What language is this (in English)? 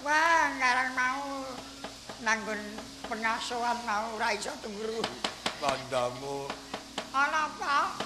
Javanese